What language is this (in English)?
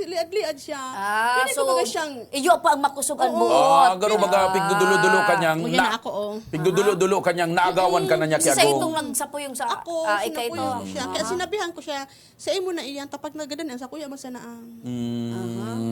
Bikol